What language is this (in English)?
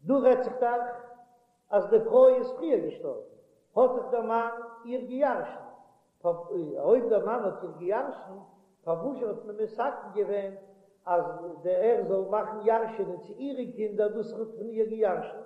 Yiddish